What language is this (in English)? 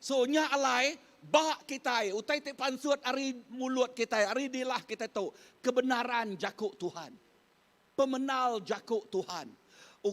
Iban